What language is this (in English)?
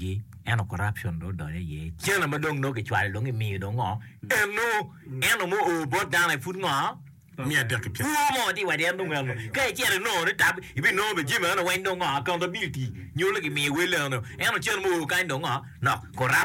Acoli